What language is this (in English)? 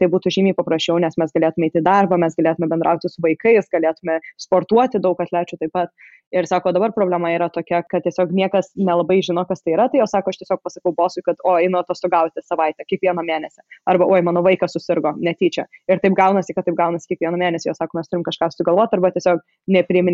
Lithuanian